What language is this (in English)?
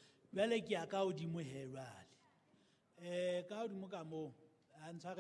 Southern Sotho